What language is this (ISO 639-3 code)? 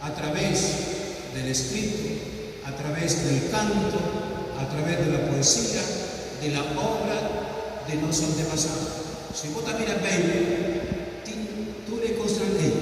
pap